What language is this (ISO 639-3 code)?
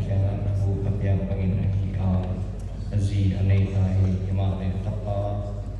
pck